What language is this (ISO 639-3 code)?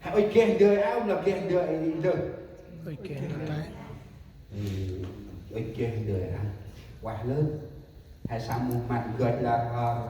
cmo